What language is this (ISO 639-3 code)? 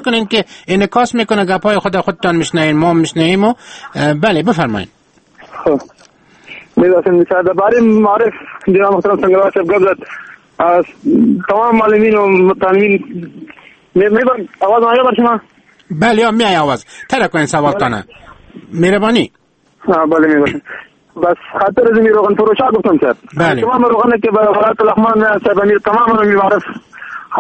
fas